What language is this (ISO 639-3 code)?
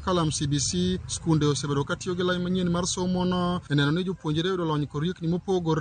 luo